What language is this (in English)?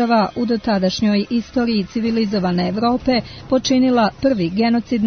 Serbian